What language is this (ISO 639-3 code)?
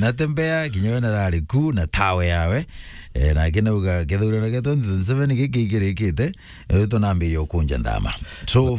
mer